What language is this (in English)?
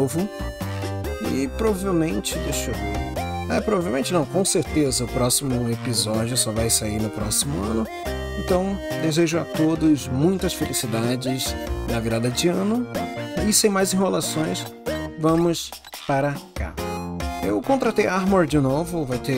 Portuguese